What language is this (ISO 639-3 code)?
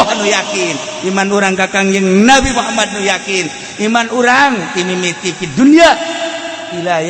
sun